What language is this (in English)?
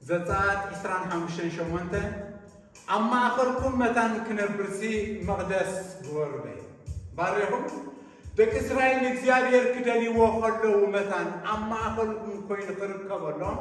Tigrinya